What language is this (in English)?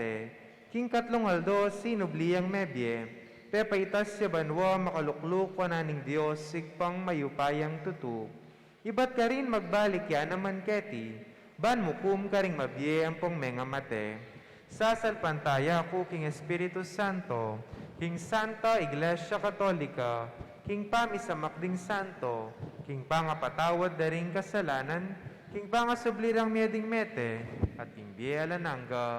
Pampanga